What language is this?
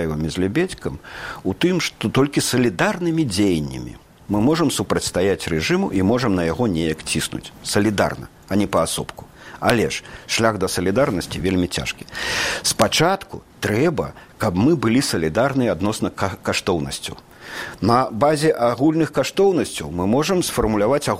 Belarusian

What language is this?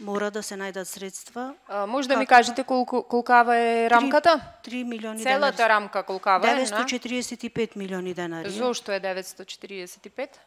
Macedonian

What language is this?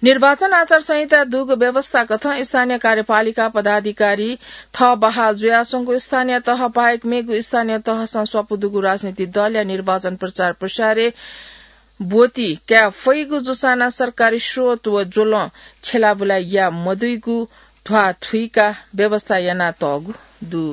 Newari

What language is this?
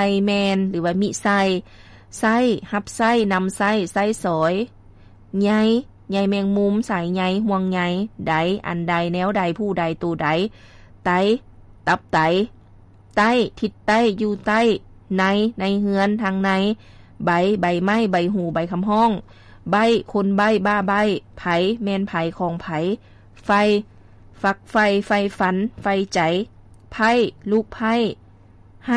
Lao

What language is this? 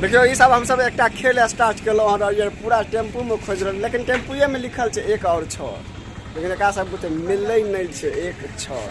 Maithili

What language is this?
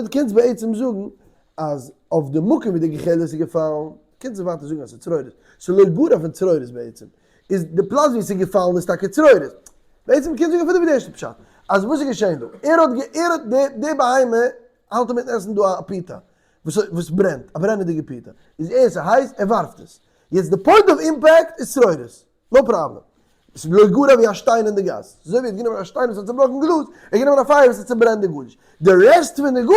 Yiddish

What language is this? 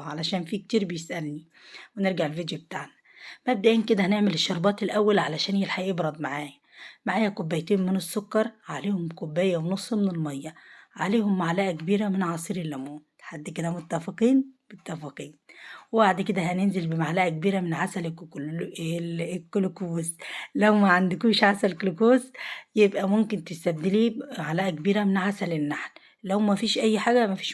Egyptian Arabic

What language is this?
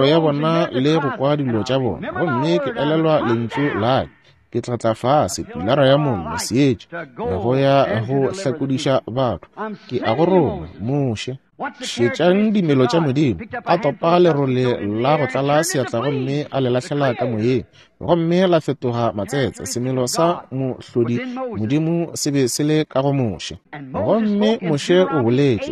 Northern Sotho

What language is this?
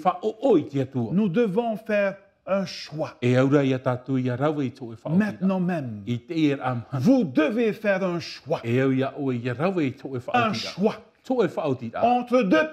Tahitian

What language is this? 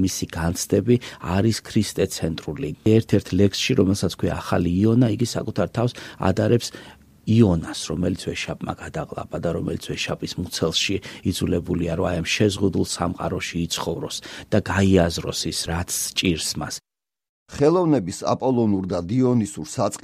Georgian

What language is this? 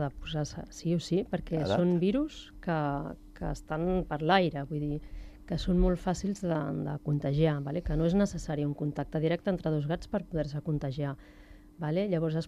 Catalan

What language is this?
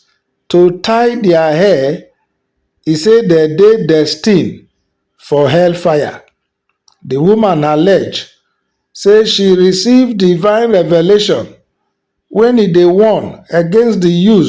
Nigerian Pidgin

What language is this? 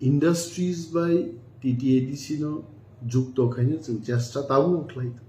Kok Borok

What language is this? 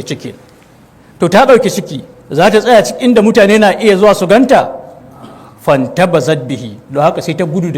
Hausa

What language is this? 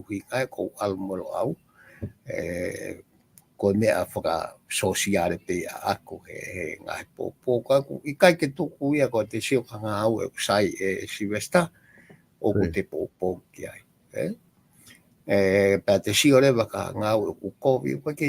Tongan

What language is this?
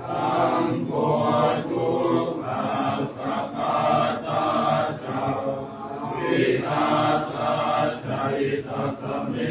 Pali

